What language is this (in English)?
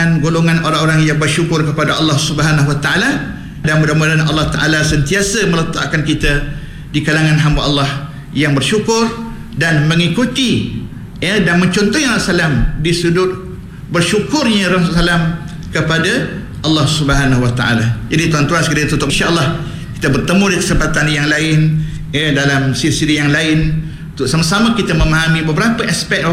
Malay